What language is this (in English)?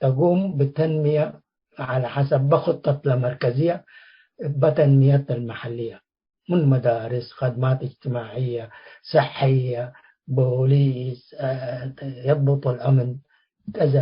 Tigre